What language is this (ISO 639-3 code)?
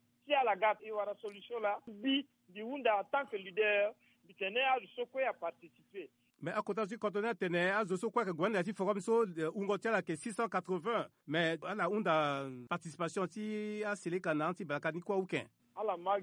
sag